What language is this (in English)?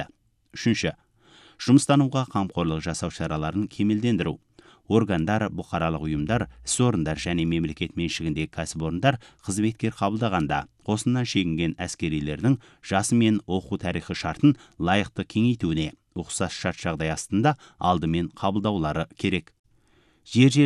Kazakh